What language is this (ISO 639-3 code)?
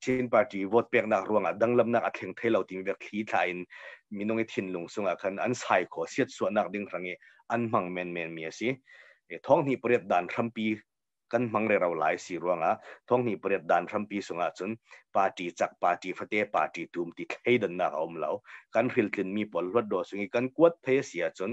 cnh